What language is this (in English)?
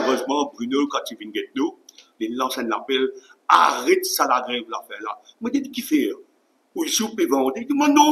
Morisyen